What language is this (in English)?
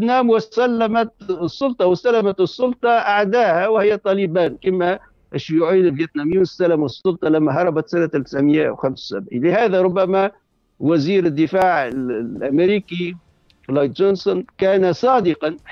Tunisian Arabic